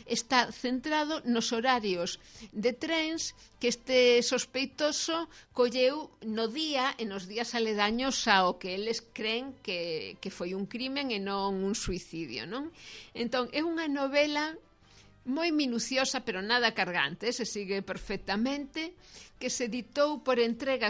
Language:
Galician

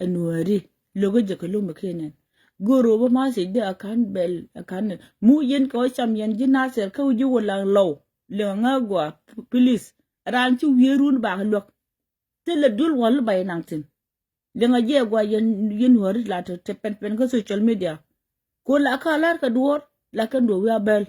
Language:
Nuer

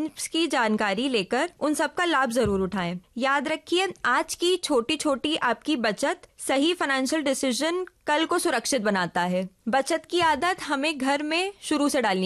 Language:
Urdu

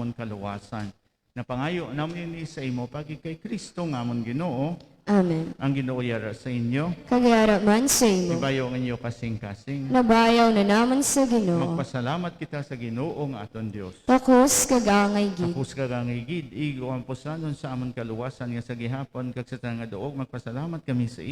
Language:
Hiligaynon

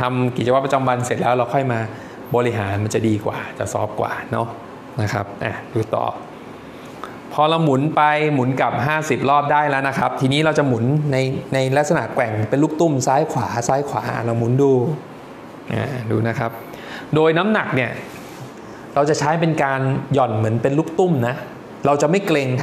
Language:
Thai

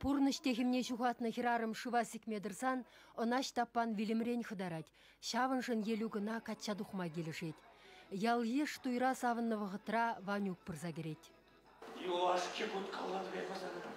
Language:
Chuvash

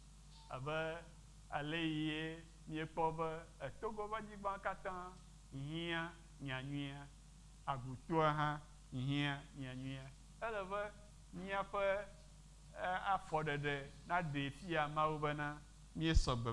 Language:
Ewe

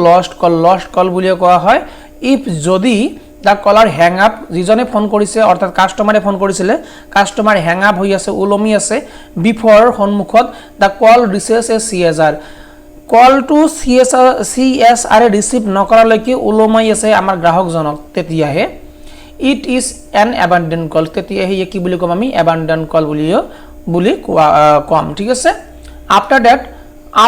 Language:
Assamese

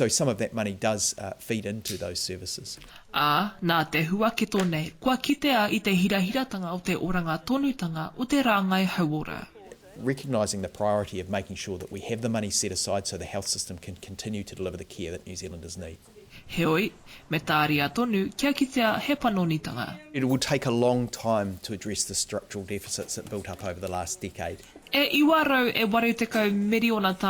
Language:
Māori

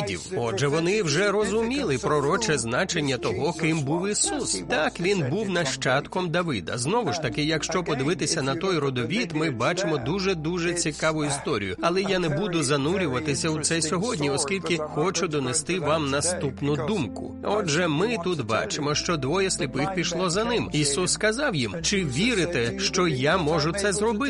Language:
Ukrainian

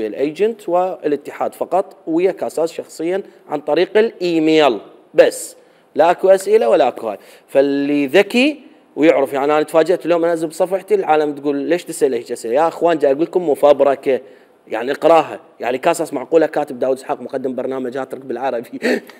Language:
Mesopotamian Arabic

